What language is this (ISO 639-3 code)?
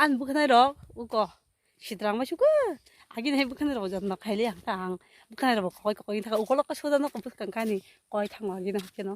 trp